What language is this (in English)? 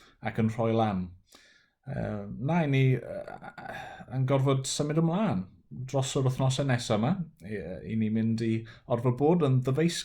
Welsh